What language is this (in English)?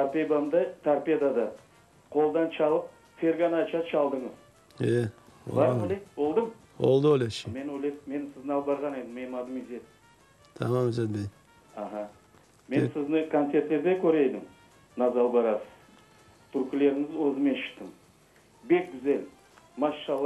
Crimean Tatar